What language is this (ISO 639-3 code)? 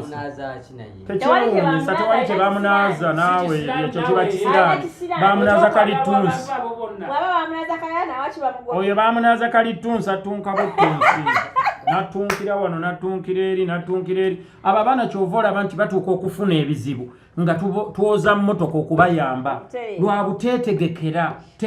lug